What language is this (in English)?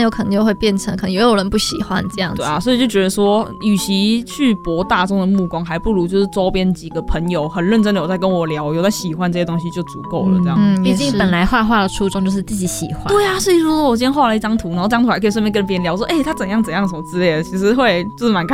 Chinese